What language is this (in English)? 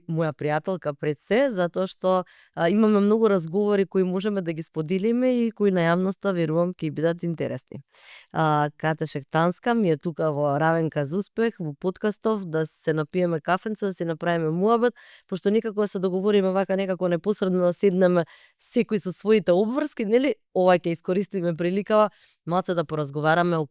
Macedonian